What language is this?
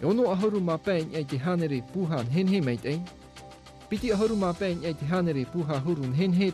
Tahitian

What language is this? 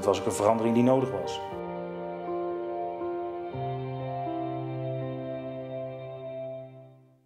Dutch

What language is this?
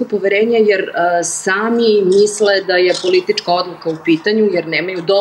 Serbian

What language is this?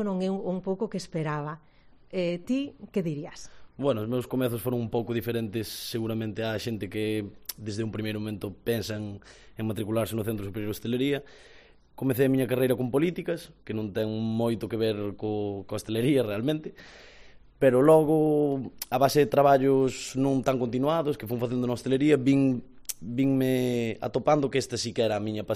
Galician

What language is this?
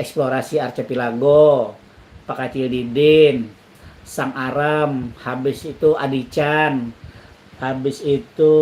Banjar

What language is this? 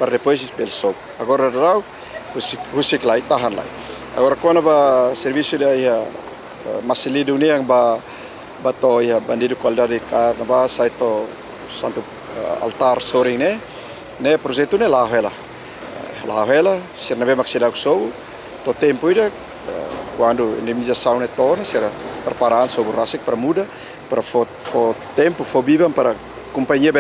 Tetum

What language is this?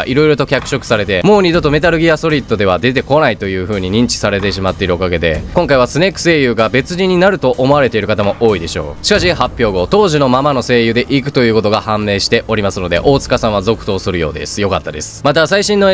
Japanese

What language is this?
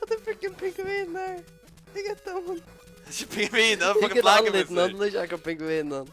Faroese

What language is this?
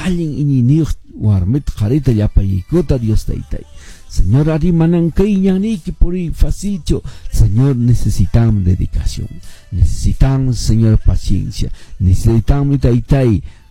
Quechua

